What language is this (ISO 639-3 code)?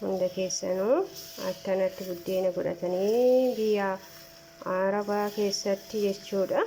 orm